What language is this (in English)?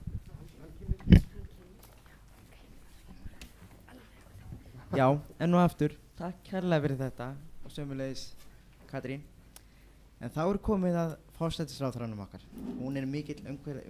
Icelandic